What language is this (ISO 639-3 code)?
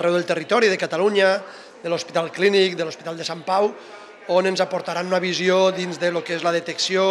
cat